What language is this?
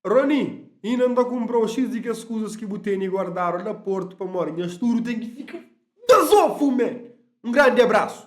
Kabuverdianu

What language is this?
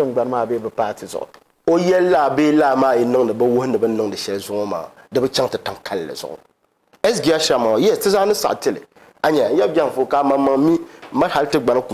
Dagbani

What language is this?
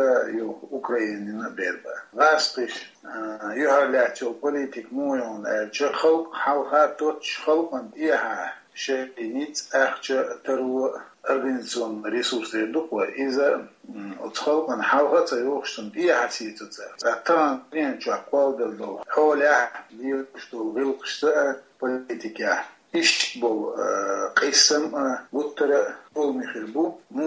Chechen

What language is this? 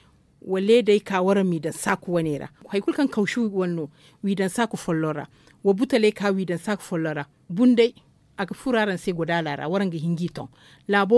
Zarma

